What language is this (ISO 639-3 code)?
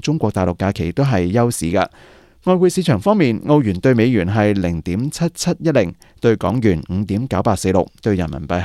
yue